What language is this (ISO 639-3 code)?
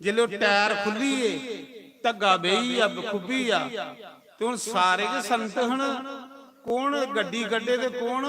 doi